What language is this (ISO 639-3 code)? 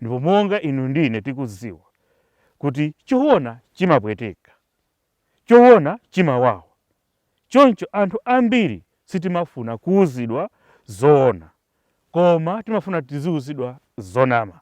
nya